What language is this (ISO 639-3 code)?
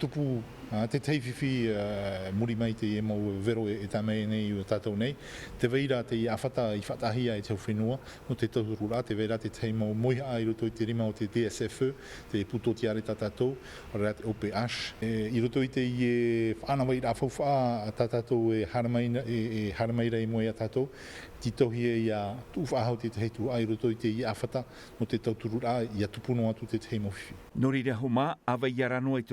tah